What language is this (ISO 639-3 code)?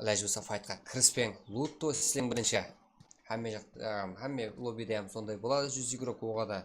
kaa